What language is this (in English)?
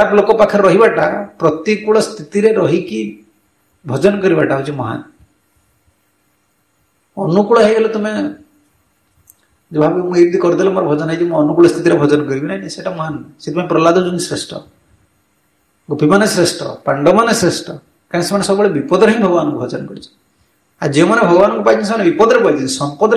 Odia